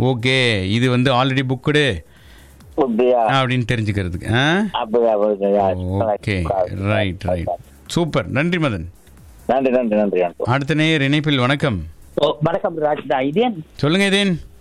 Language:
Tamil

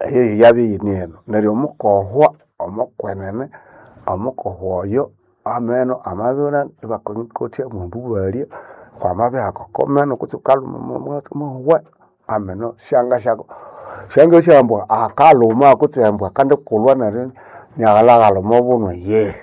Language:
Nande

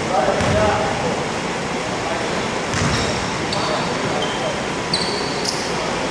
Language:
Greek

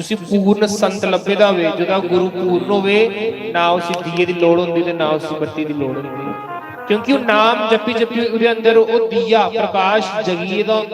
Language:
Dogri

